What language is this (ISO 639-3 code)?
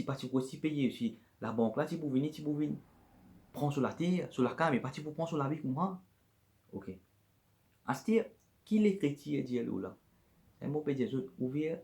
mfe